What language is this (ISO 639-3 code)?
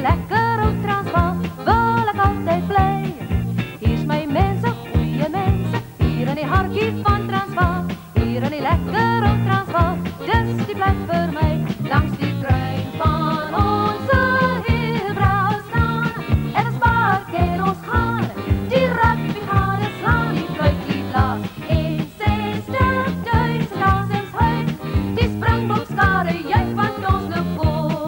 afr